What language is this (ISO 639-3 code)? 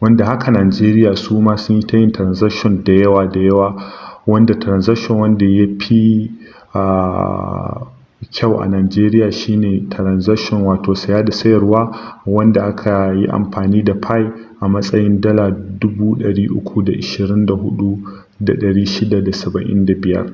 hau